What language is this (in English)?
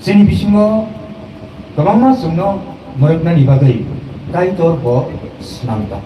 Kok Borok